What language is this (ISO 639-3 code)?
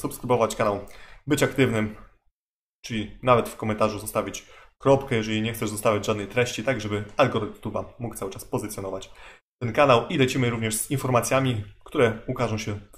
pol